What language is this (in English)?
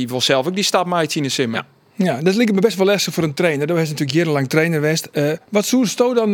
Western Frisian